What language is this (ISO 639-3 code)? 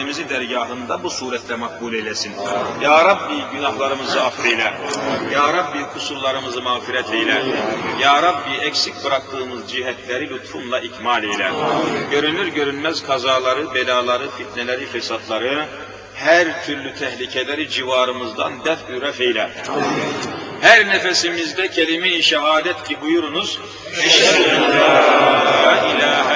tur